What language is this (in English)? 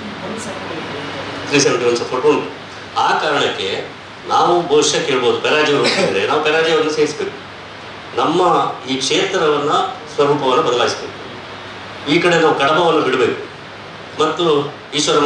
Kannada